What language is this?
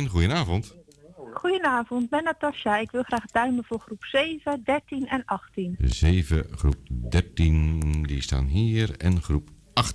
Dutch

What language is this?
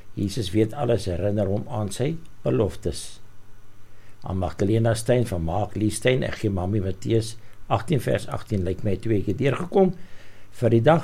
Afrikaans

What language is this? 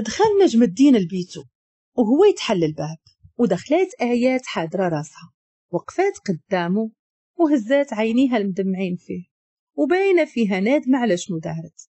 Moroccan Arabic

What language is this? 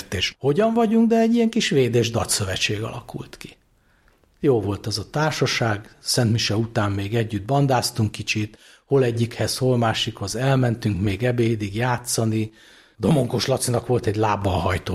Hungarian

